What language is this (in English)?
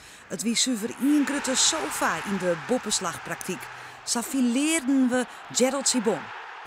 Western Frisian